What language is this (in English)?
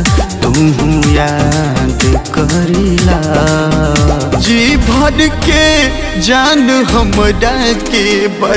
Bhojpuri